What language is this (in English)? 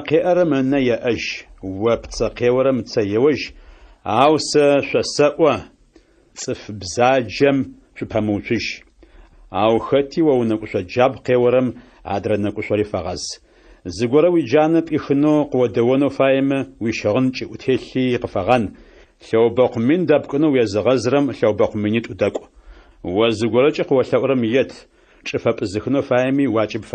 Adyghe